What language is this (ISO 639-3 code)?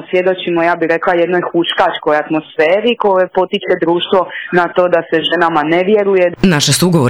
hrv